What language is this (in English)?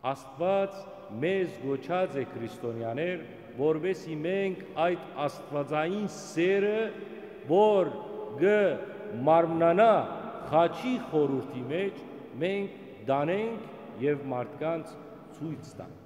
Western Armenian